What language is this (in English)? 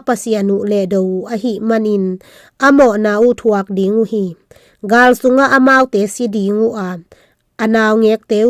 Tedim Chin